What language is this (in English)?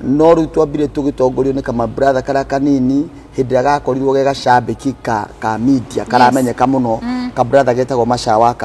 Kikuyu